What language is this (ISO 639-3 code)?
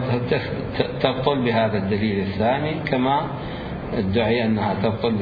acm